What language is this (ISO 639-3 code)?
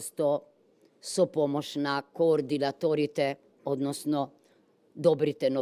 mkd